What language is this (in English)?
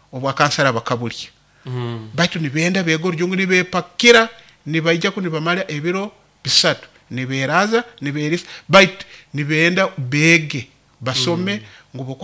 Nyoro